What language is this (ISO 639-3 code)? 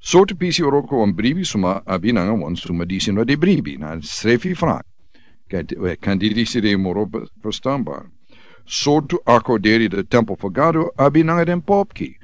srn